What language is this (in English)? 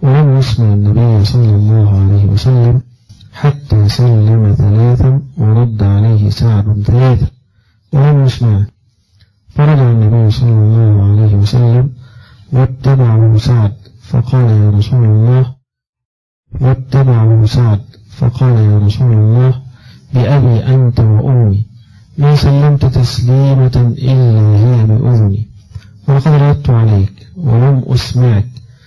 Arabic